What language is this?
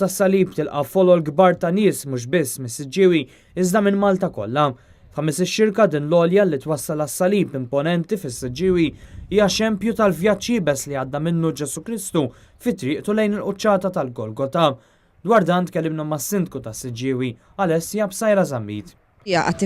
Maltese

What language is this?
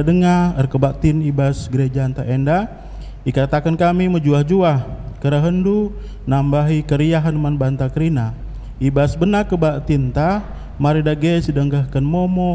Batak Karo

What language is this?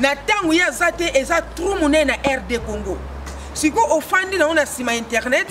Lingala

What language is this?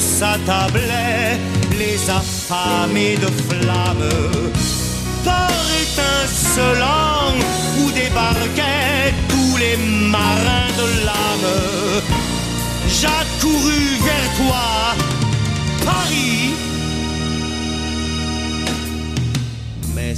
French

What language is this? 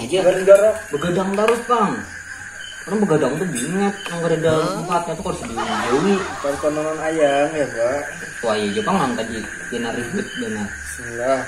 Banjar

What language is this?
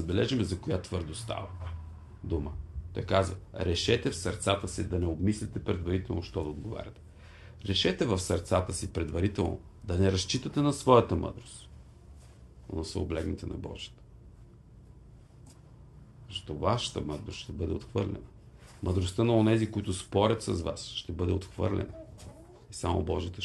Bulgarian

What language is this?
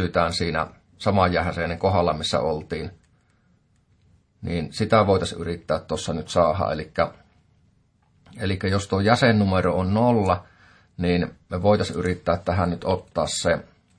Finnish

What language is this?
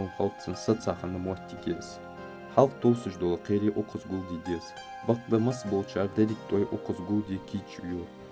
Ingush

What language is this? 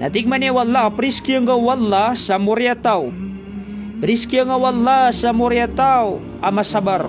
Maranao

